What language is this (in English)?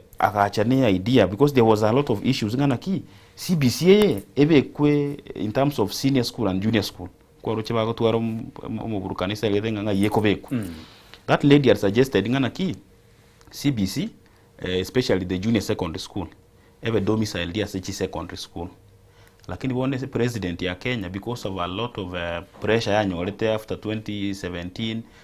Gusii